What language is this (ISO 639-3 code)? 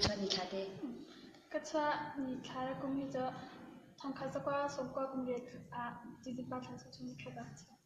cnh